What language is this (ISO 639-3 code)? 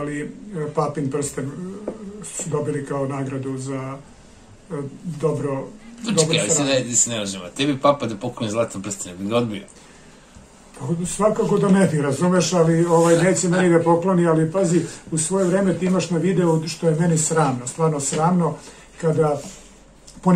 srp